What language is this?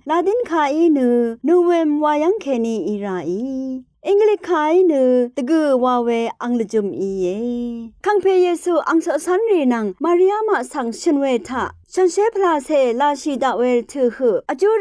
Rawang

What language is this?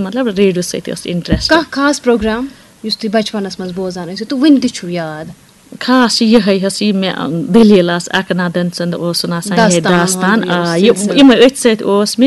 Kashmiri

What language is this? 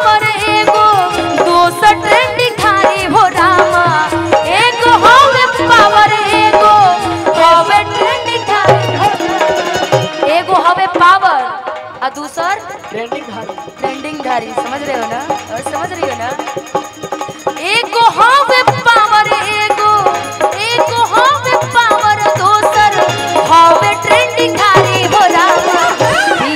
Bhojpuri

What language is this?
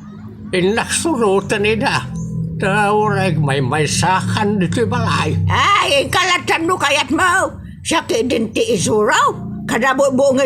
Iloko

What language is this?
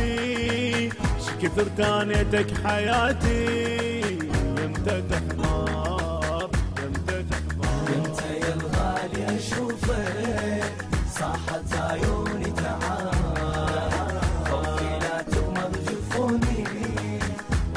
Arabic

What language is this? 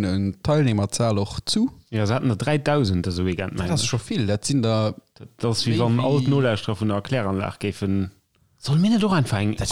Luxembourgish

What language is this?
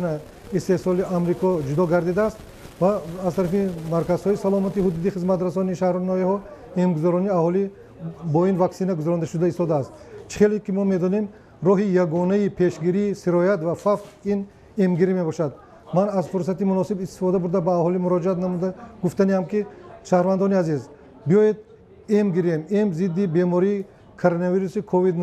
Tajik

